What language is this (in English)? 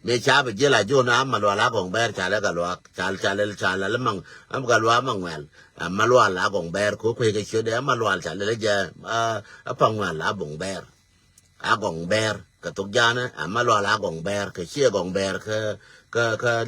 Nuer